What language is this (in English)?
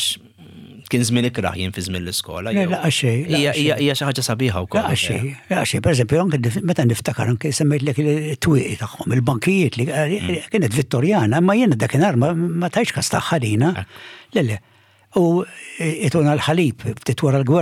Maltese